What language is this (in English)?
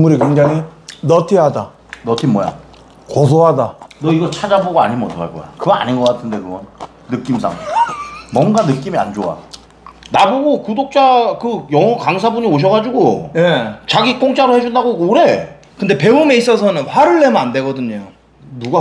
Korean